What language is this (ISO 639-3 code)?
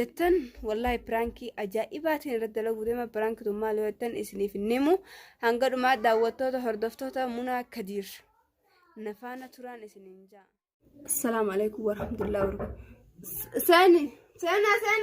orm